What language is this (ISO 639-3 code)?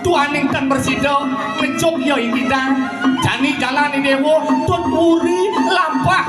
ban